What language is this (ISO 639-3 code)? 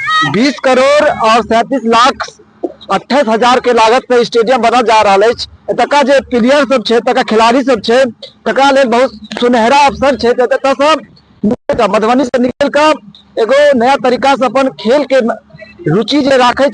mai